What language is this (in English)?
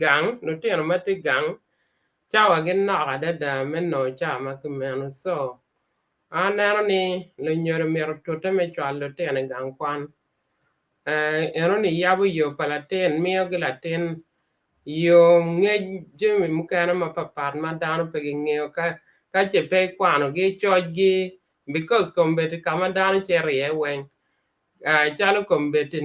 Acoli